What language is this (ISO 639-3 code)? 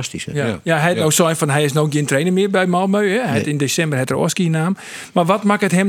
fry